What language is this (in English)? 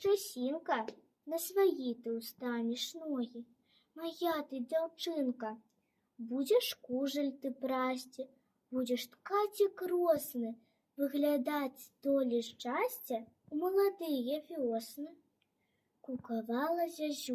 Belarusian